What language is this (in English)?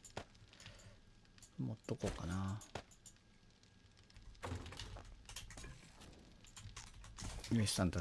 Japanese